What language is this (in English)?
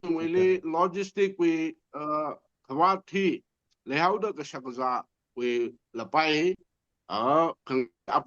Tangkhul Naga (India)